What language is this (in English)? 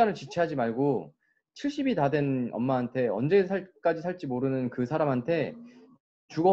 Korean